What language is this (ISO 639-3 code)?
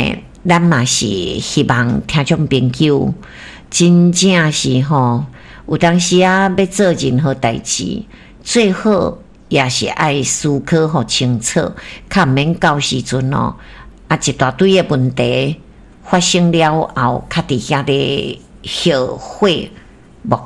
nan